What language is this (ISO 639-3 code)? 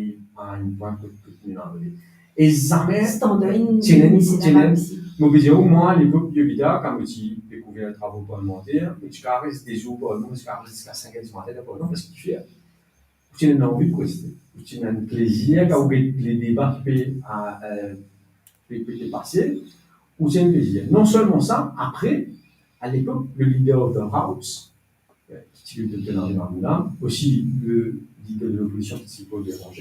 mfe